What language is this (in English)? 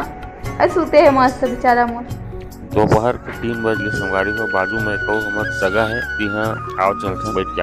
Chhattisgarhi